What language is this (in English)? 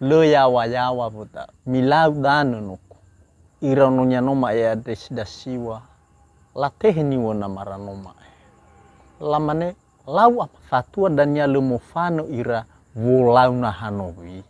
Nias